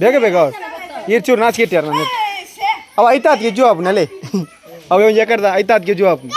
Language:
Tulu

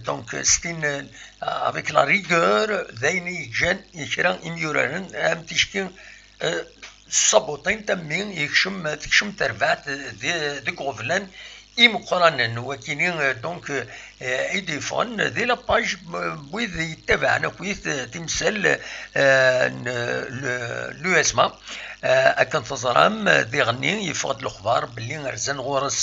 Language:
Kabyle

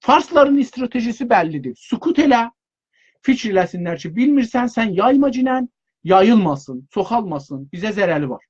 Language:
South Azerbaijani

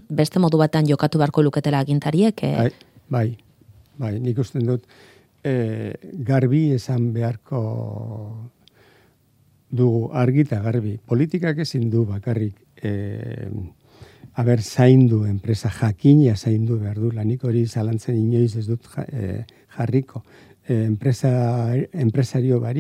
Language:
Basque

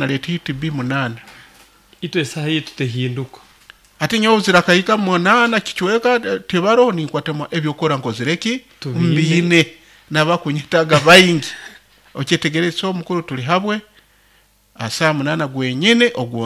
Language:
Nyoro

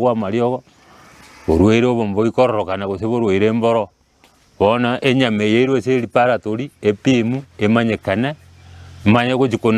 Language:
Gusii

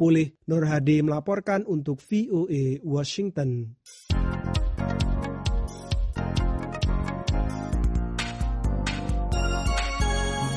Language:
Indonesian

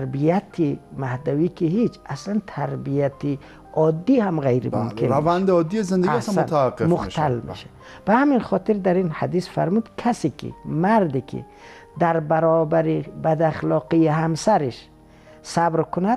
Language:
Persian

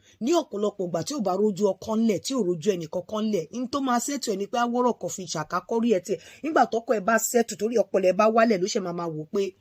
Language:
Yoruba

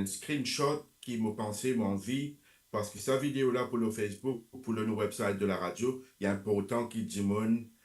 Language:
Morisyen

